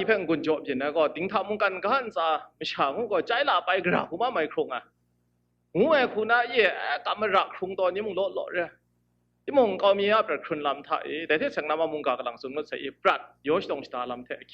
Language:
Kachin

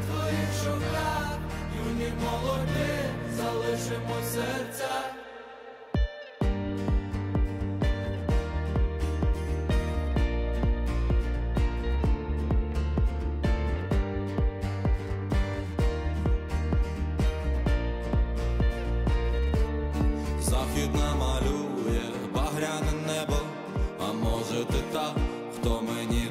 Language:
Ukrainian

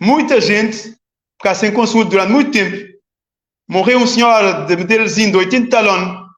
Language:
Kabuverdianu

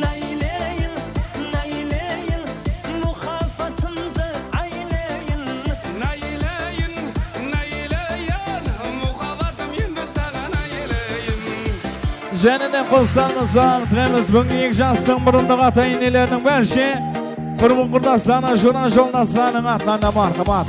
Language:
Kara-Kalpak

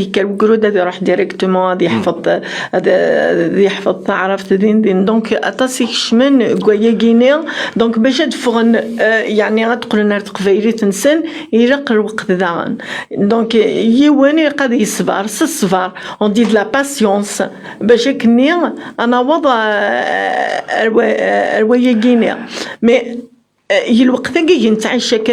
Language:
Kabyle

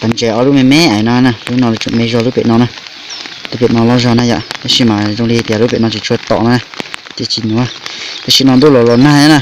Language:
Hmong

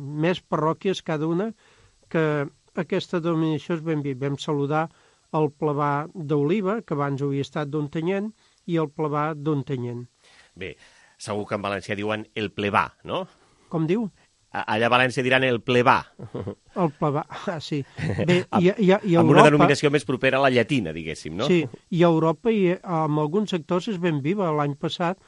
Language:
Catalan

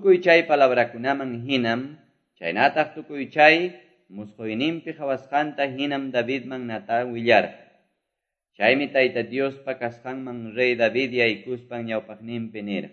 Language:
Quechua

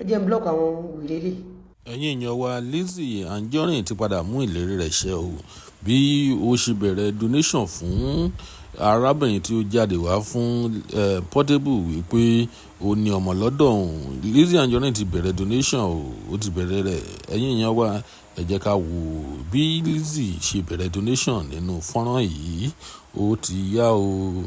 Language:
Yoruba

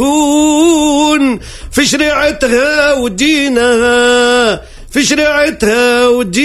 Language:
Tunisian Arabic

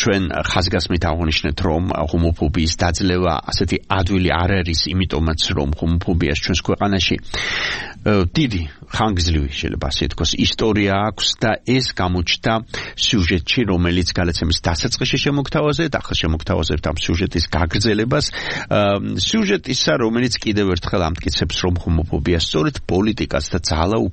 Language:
Georgian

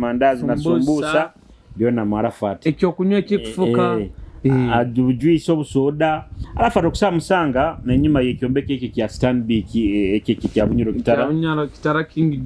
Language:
Nyoro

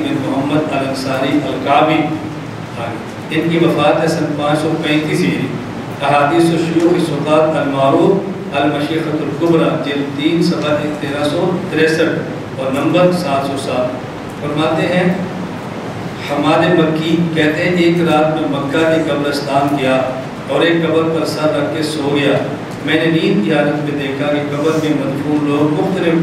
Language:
Urdu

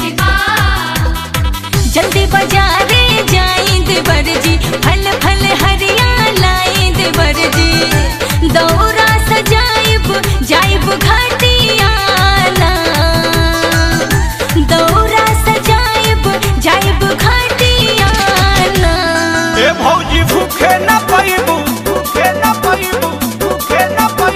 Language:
Bhojpuri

